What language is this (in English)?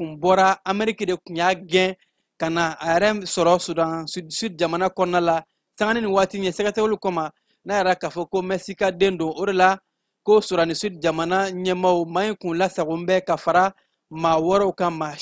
Bambara